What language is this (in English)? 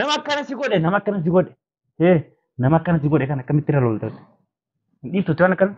Oromo